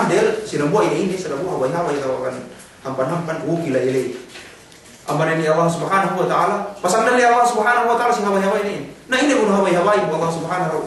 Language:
Yakan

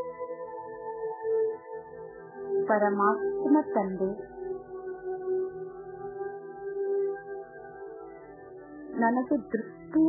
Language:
Kannada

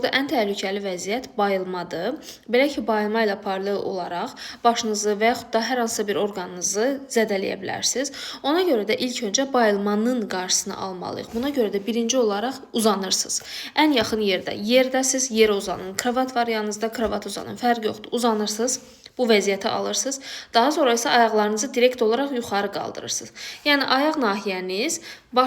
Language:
Azerbaijani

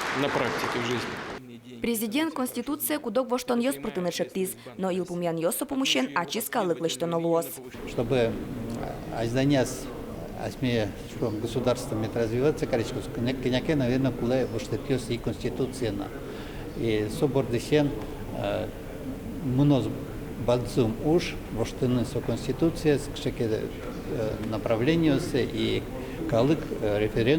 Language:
Udmurt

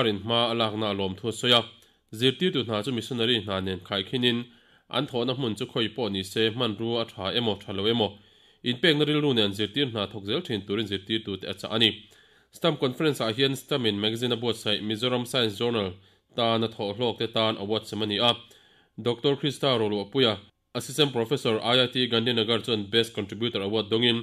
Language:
Mizo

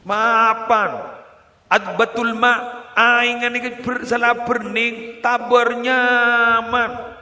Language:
Madurese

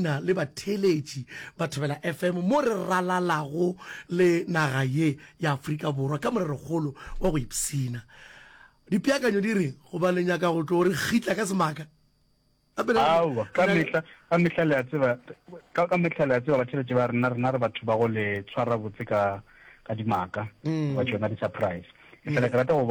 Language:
Northern Sotho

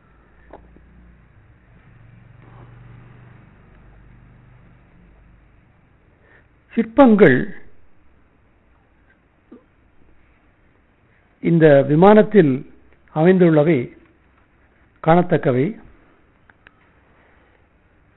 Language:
Tamil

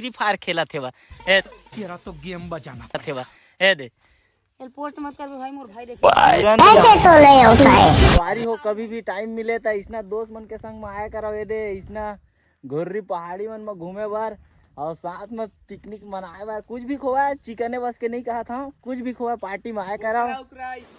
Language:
Chhattisgarhi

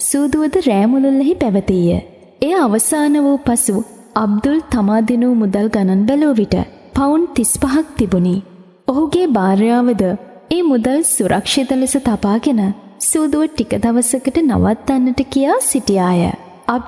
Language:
Sinhala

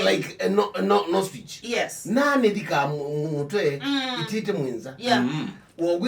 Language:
Kamba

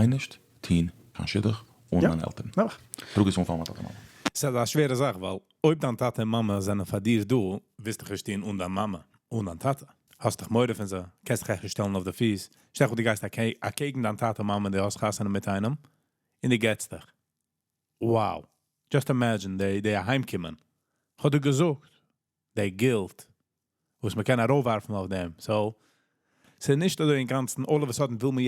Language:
Yiddish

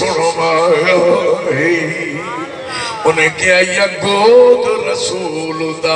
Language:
Saraiki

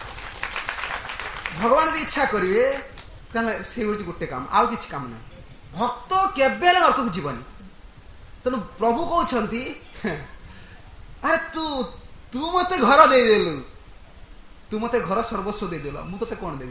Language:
Odia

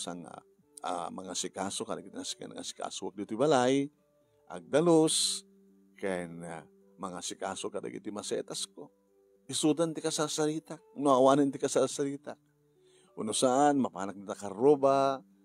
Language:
Iloko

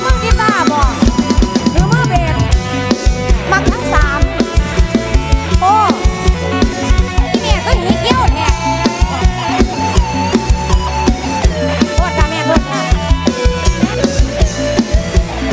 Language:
Thai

